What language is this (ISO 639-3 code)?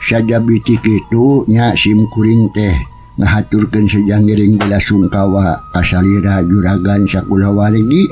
sun